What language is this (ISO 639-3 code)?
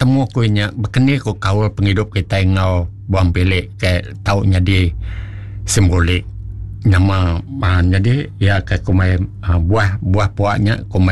iba